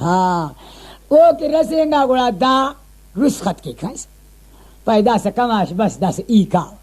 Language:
Brahui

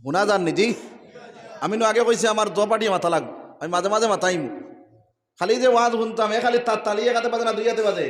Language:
Sylheti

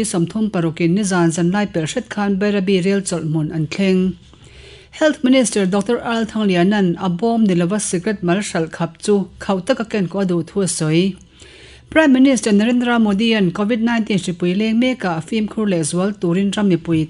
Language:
Mizo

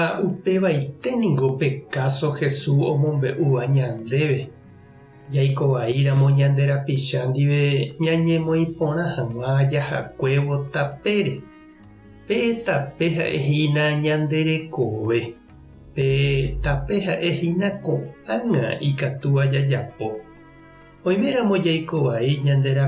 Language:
Guarani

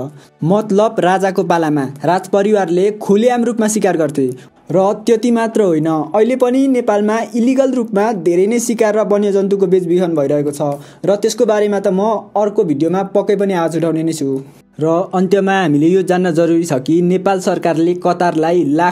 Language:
Nepali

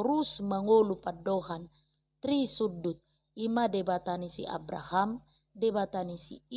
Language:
Batak Toba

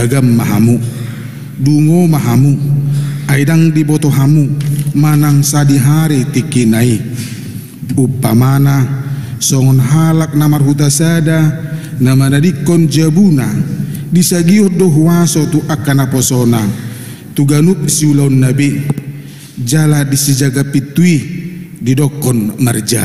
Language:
Batak Toba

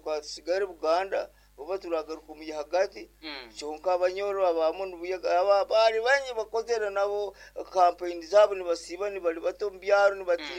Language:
Nyoro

